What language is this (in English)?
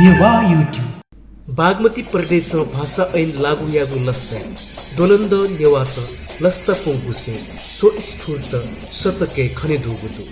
Newari